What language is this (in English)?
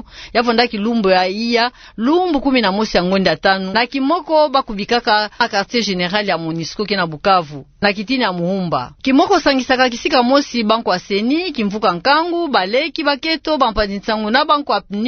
Kituba (Democratic Republic of Congo)